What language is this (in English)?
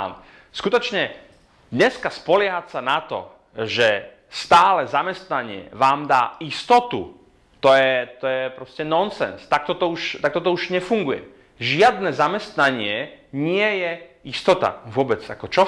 Slovak